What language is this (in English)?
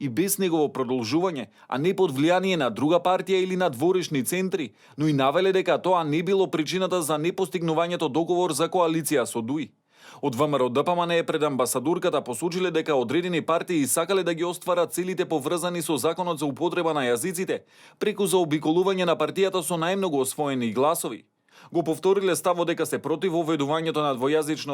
Macedonian